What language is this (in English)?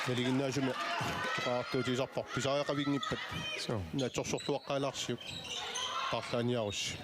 Kalaallisut